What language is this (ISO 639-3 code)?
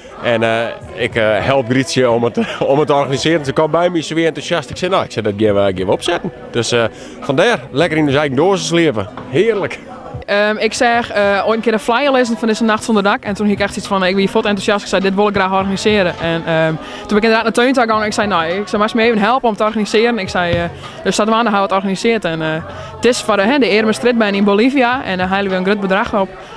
fry